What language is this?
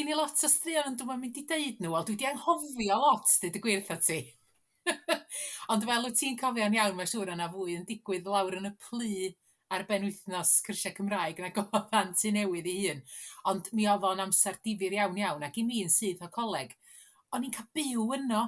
Welsh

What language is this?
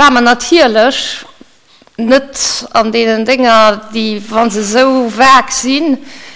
Luxembourgish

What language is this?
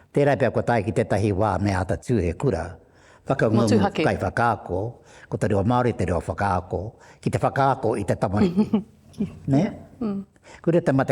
Māori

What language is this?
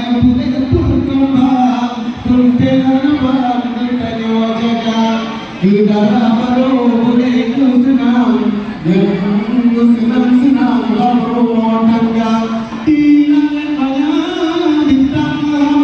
Achinese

